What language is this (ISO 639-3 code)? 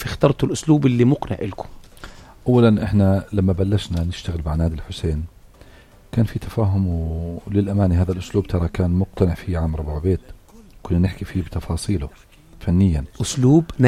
apc